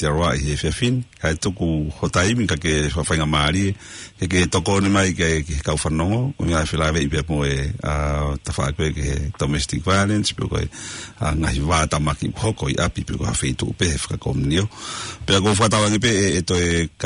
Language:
Tongan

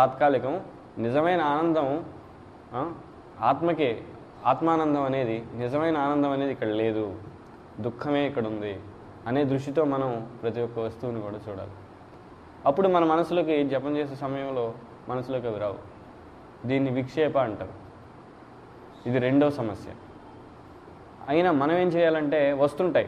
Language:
Telugu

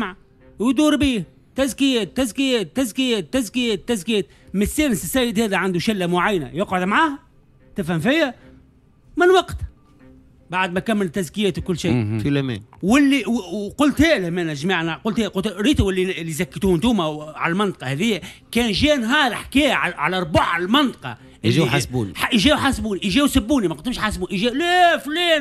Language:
Tunisian Arabic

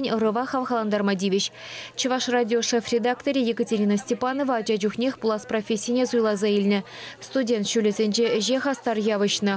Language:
Chuvash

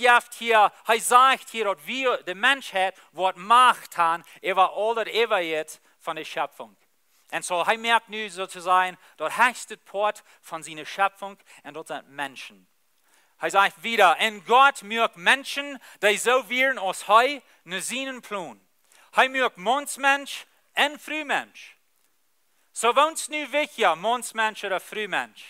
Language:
Plautdietsch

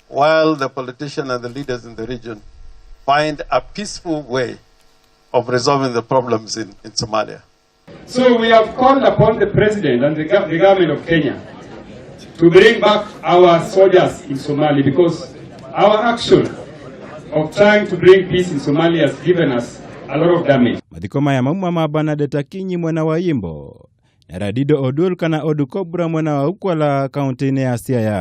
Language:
Kikuyu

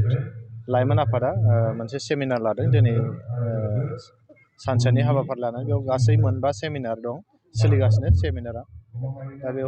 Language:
Bodo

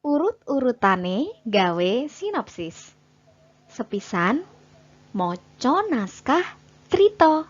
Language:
Javanese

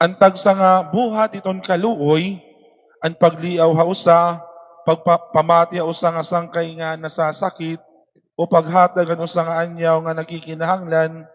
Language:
Waray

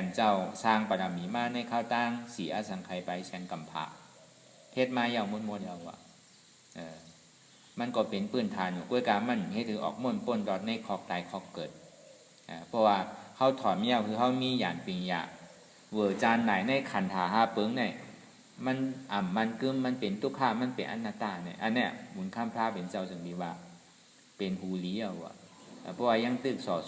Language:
Shan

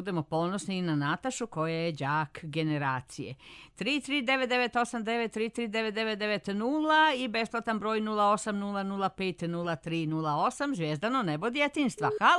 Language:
Serbian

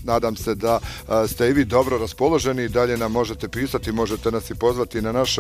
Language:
Bosnian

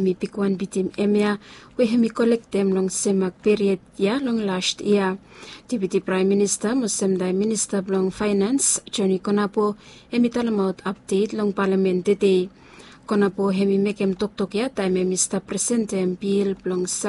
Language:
Bislama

